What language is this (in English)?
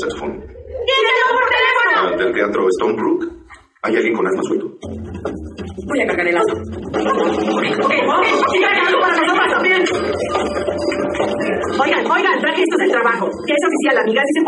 Spanish